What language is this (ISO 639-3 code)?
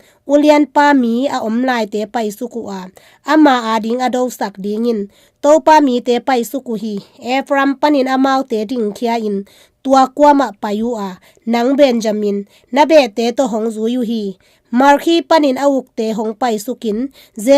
ctd